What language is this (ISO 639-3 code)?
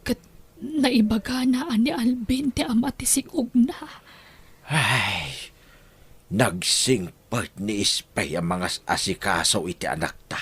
ilo